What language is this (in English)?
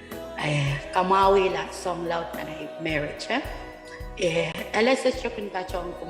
Pohnpeian